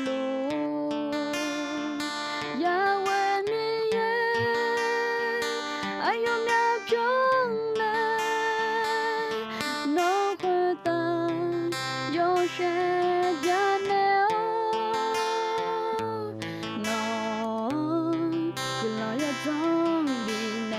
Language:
Akha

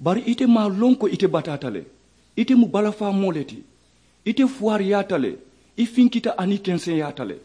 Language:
Mandingo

